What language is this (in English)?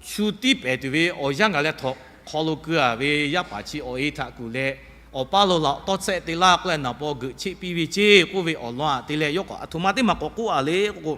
Lahu